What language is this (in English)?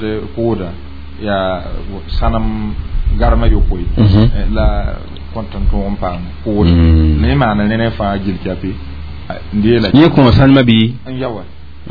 Mossi